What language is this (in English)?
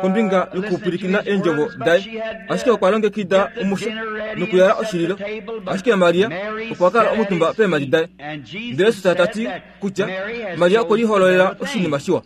Kuanyama